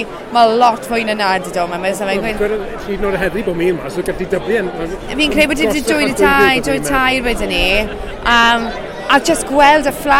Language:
Welsh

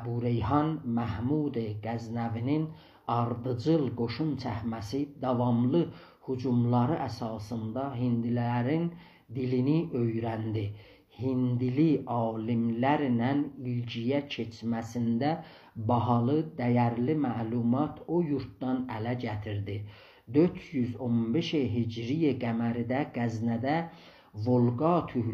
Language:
South Azerbaijani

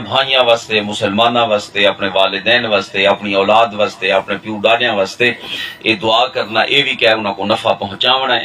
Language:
Saraiki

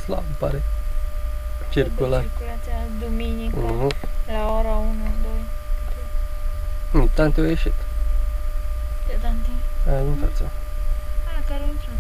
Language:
Romanian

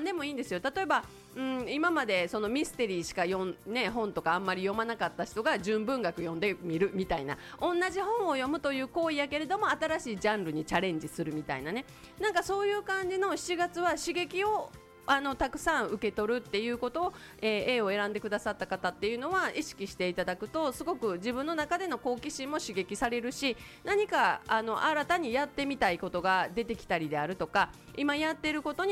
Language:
Japanese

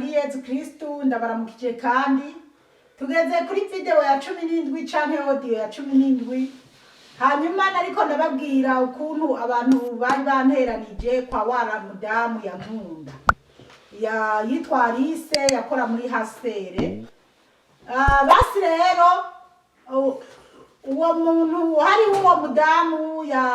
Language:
Rundi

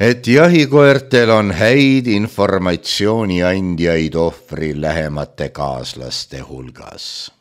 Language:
Estonian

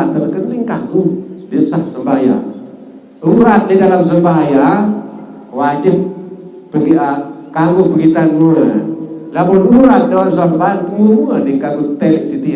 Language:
Sasak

